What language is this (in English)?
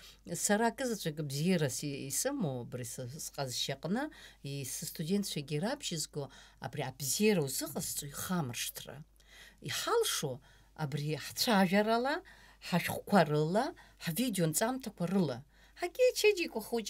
Abkhazian